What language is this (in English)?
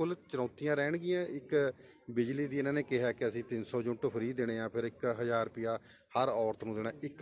Punjabi